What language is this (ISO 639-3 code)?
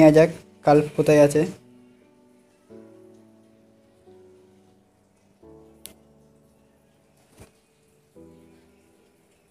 ben